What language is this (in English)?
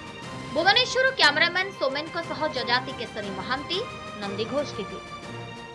Odia